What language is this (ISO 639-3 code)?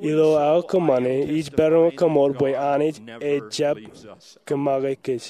mah